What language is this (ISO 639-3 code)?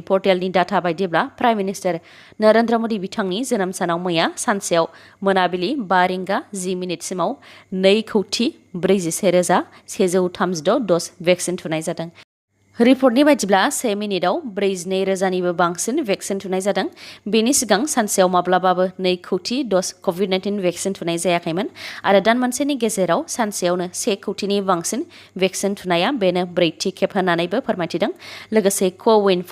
brx